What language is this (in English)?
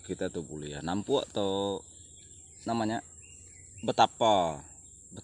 Iban